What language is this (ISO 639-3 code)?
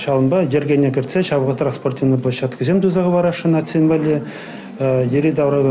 chv